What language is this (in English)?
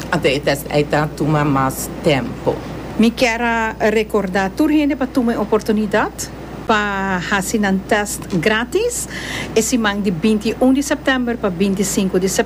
Papiamento